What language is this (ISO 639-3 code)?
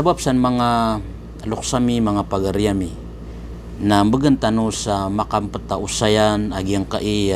mrw